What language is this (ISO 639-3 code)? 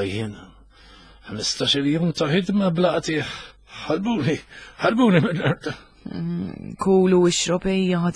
mlt